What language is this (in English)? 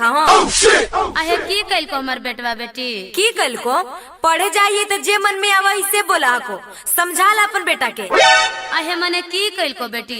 Magahi